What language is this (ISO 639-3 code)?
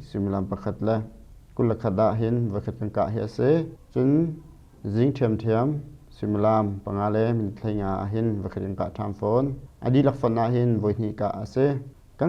cnh